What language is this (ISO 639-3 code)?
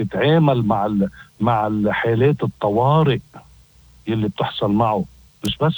apc